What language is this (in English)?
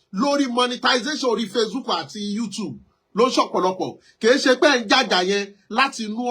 Yoruba